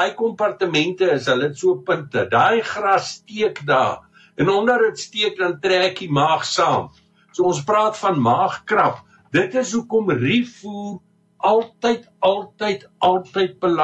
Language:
Afrikaans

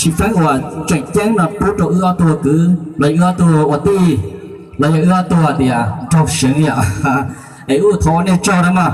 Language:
Hmong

